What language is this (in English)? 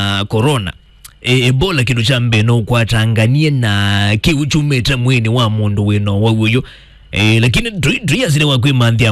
Kamba